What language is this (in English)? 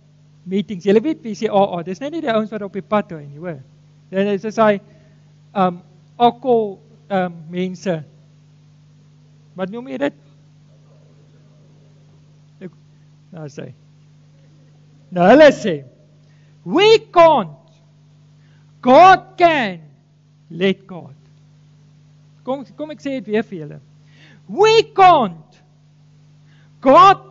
Afrikaans